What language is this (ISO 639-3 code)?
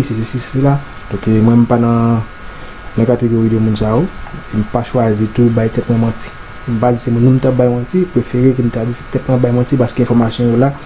hat